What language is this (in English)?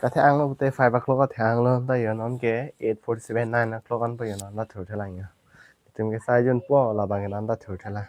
Karbi